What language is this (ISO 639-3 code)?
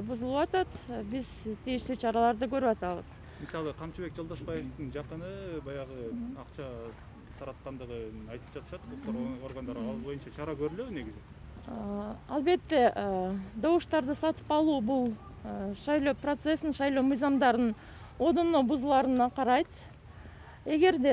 kir